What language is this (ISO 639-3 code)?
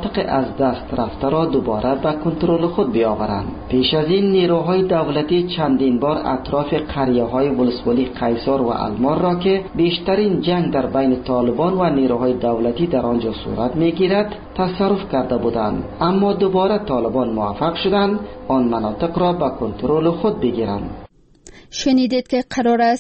fas